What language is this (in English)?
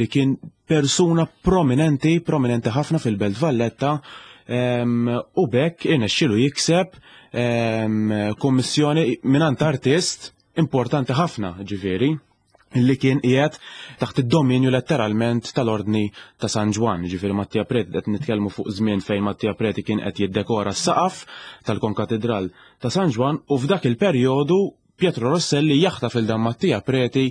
Maltese